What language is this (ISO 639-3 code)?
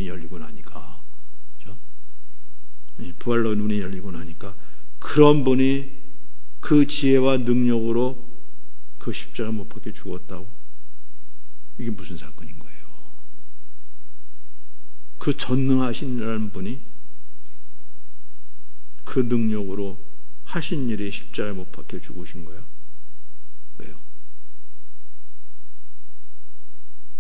kor